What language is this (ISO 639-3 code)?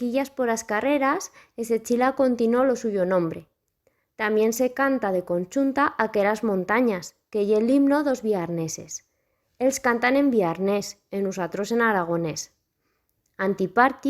arg